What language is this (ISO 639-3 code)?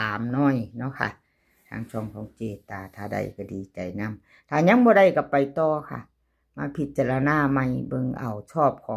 tts